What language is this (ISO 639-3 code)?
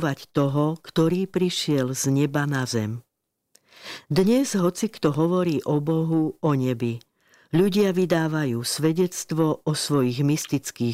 slk